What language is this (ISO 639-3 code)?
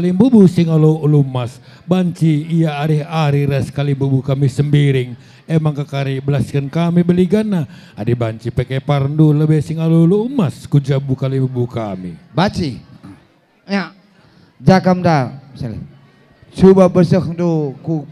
btx